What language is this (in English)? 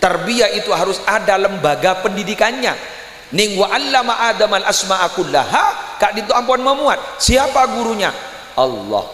Madurese